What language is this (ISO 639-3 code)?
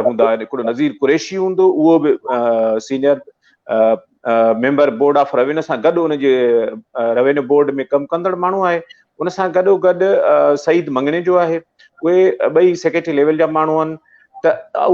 snd